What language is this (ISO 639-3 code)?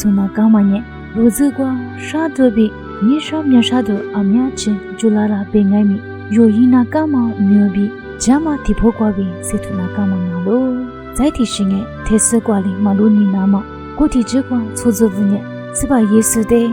lis